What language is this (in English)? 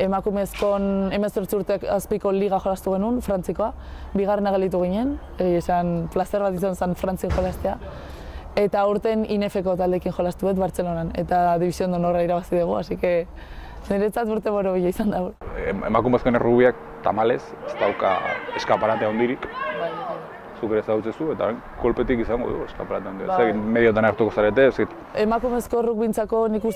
Basque